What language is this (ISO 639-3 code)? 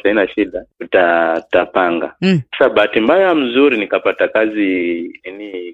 swa